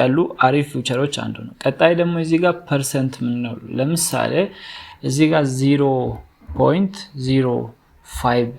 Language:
Amharic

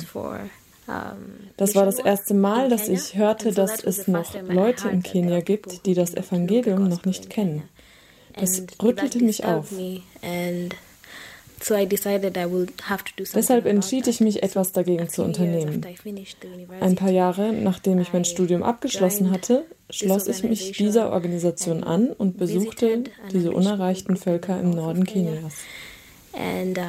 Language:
German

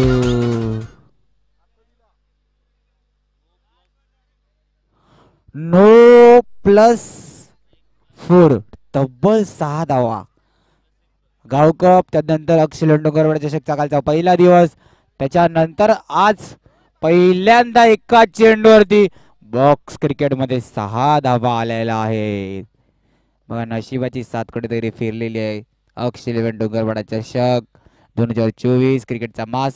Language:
Marathi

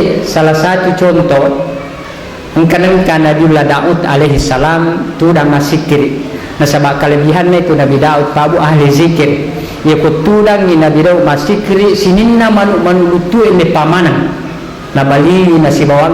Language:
Buginese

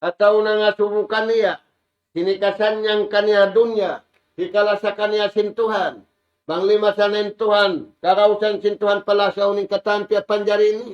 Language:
Tausug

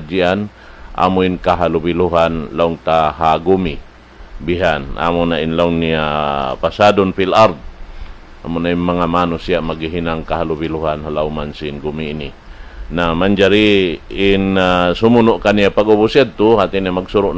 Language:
Tausug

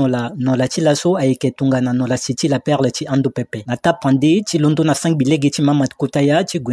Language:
Sango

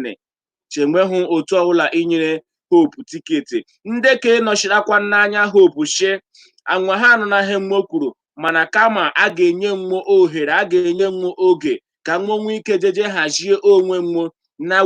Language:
Igbo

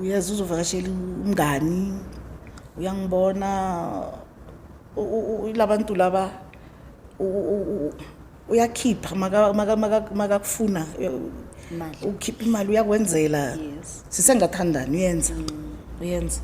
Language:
Zulu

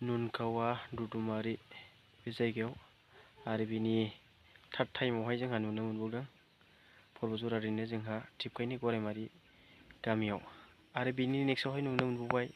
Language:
Bodo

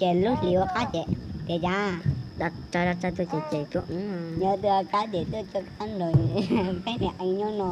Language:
Hmong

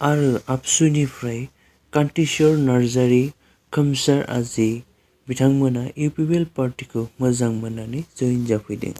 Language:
Bodo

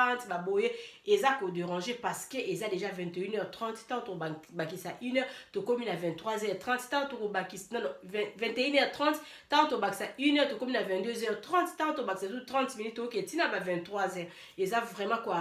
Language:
Lingala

